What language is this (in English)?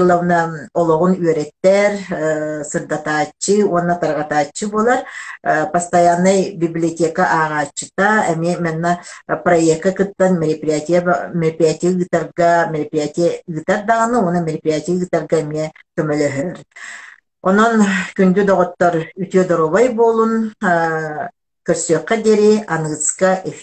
Yakut